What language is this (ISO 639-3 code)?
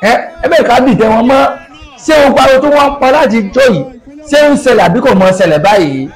yor